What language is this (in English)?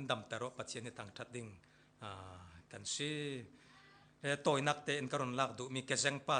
Falam Chin